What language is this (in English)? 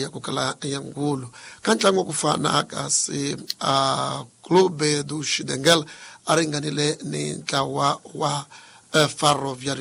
Tsonga